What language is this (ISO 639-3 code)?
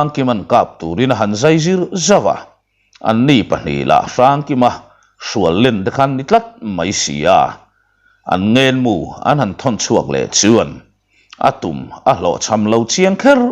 lus